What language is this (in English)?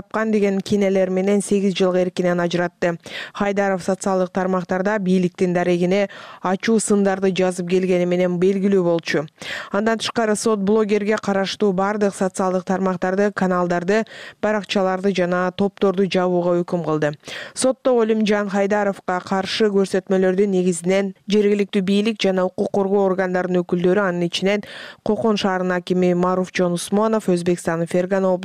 Kyrgyz